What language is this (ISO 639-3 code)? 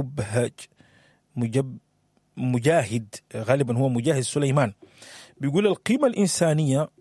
apd